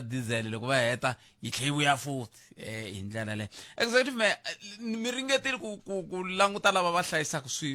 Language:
Tsonga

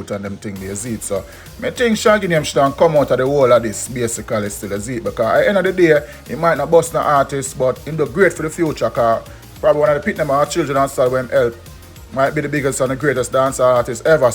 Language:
Jamaican Creole English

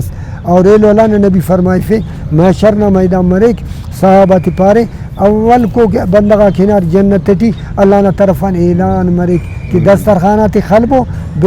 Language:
Brahui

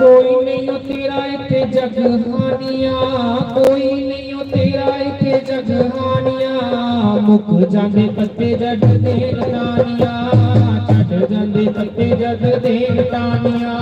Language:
Dogri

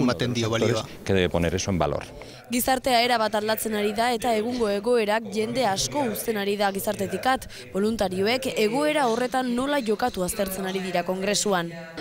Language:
Basque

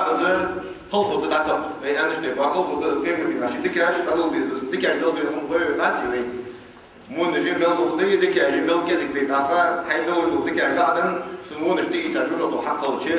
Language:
Ingush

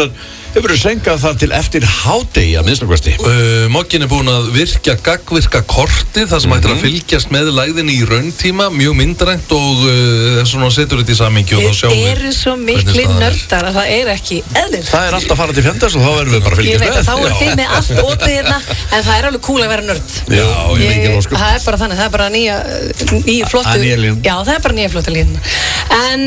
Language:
Icelandic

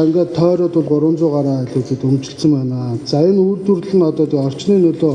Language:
Mongolian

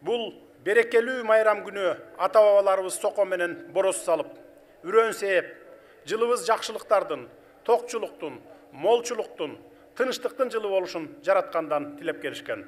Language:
Kyrgyz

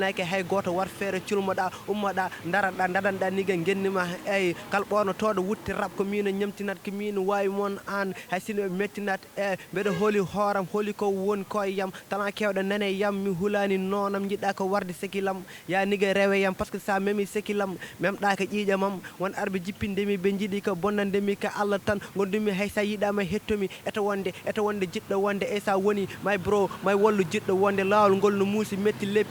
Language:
Fula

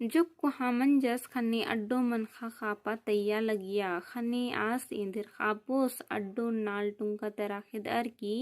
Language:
Kurukh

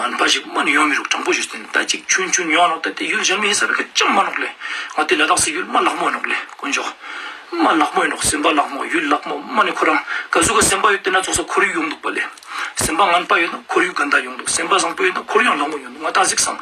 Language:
Ladakhi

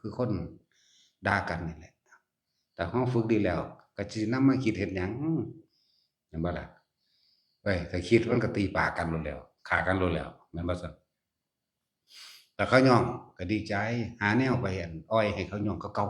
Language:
Northeastern Thai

